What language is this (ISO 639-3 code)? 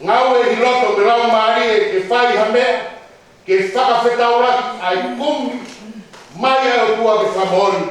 ton